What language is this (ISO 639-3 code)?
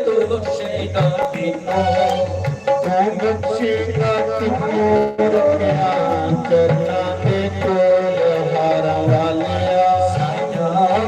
doi